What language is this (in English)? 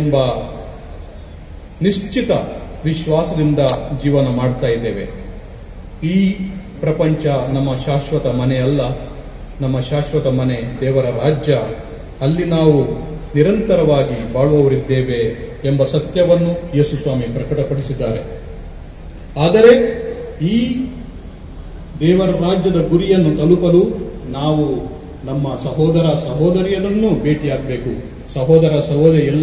Kannada